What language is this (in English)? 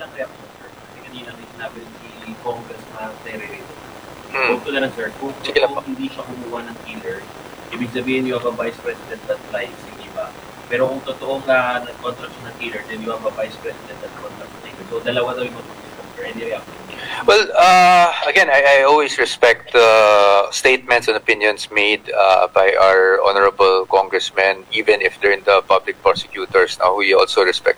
Filipino